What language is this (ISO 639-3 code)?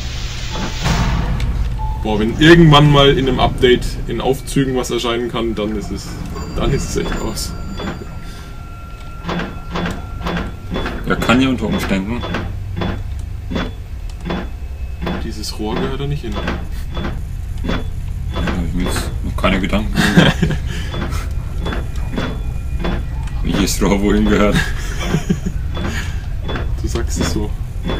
deu